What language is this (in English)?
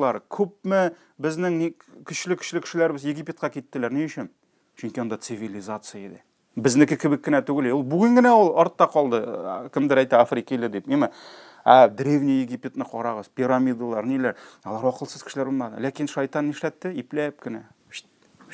Tatar